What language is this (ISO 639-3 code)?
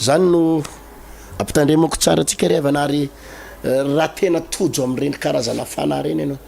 mlg